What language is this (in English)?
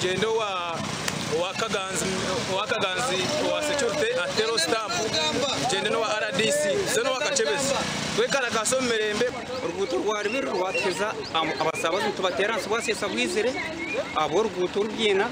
Nyankole